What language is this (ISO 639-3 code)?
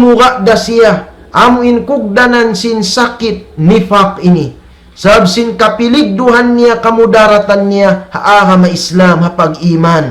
tsg